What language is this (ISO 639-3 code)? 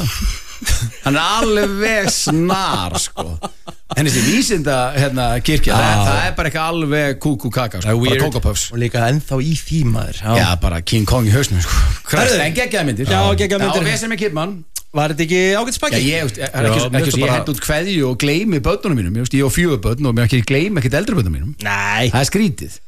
isl